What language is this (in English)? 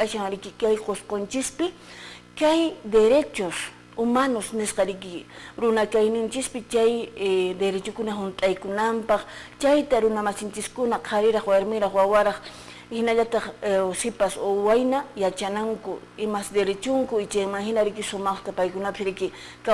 Quechua